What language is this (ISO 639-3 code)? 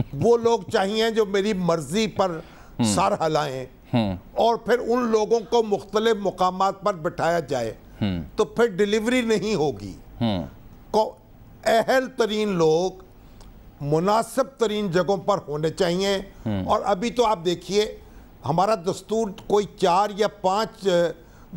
urd